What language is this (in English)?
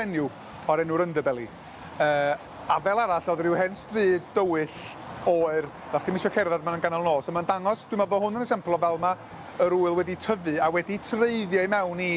Welsh